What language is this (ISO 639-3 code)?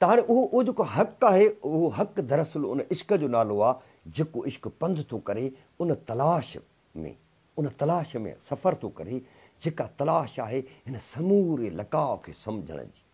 snd